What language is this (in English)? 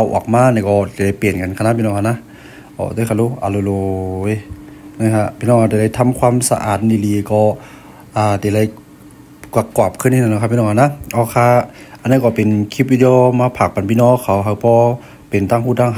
Shan